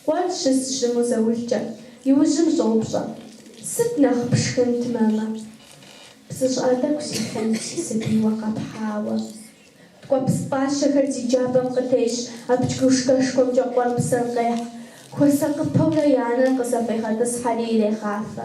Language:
Kabardian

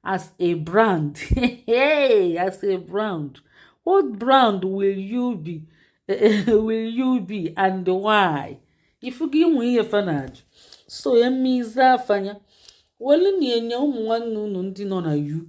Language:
Igbo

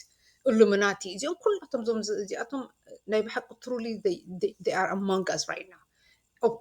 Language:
Tigrinya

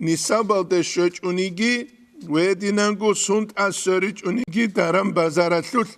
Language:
Avaric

